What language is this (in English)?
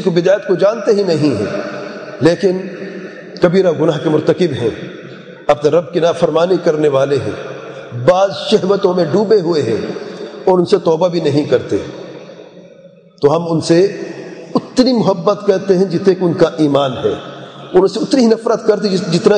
Urdu